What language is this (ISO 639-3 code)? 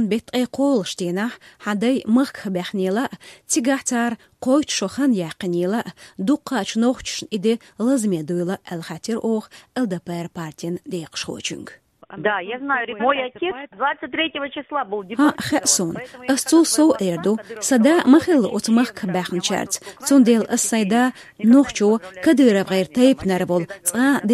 che